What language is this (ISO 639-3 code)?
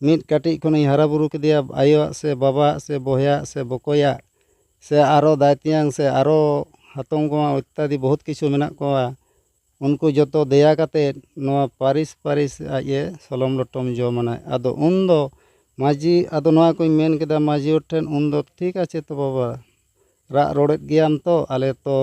sat